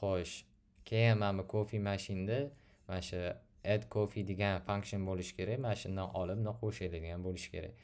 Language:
Uzbek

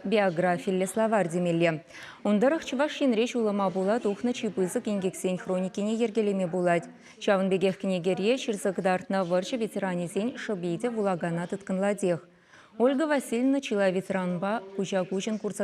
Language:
Chuvash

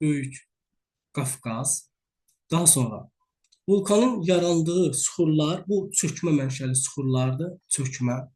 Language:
Azerbaijani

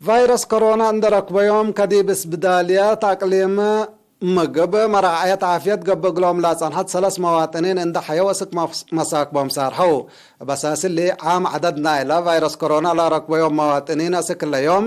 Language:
Tigre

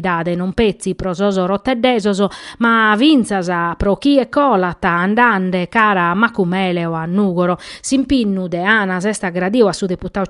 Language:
Sardinian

